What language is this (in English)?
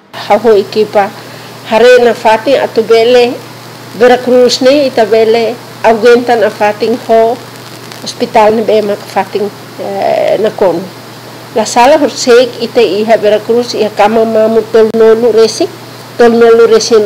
Tetum